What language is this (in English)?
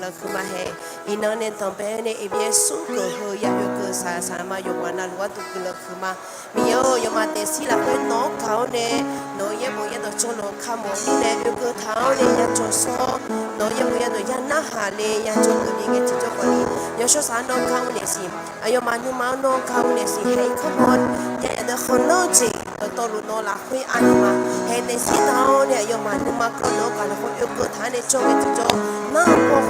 Akha